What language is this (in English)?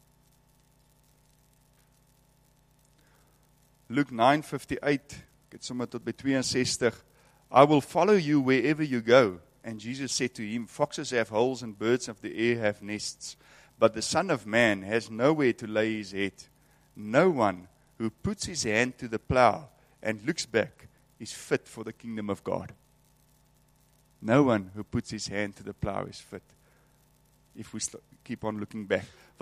Afrikaans